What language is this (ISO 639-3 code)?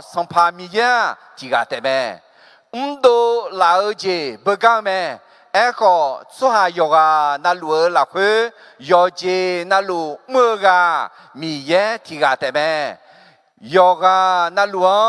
ahk